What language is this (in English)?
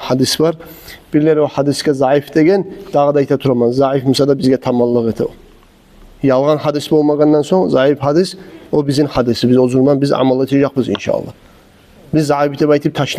Kumyk